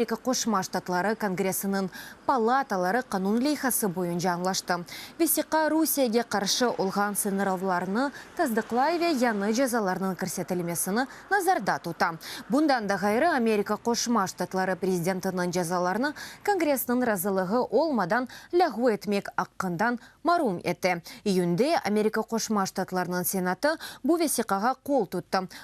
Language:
Crimean Tatar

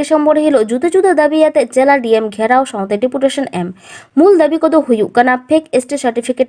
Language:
Santali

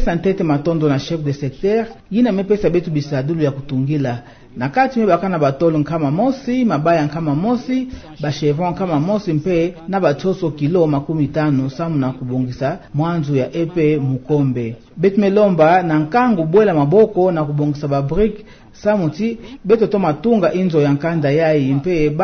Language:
Kituba (Democratic Republic of Congo)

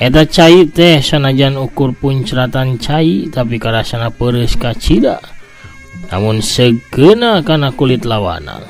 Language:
Sundanese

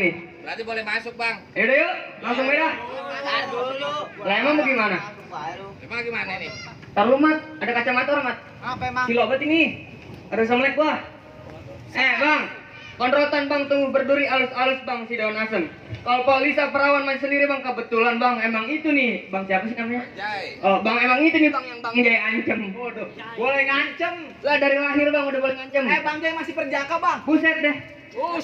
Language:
Betawi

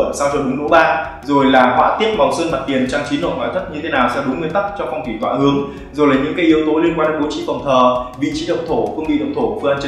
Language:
Vietnamese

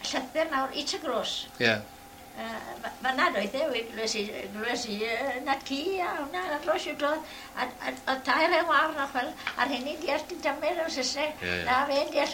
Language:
Welsh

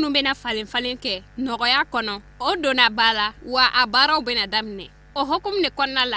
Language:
Bambara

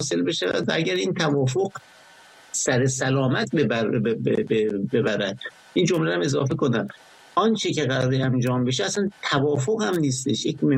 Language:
Persian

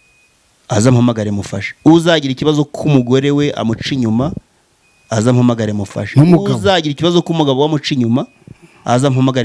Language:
Kinyarwanda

